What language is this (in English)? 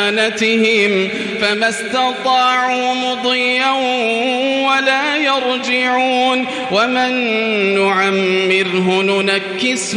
Arabic